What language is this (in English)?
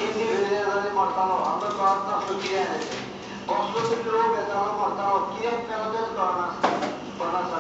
Konkani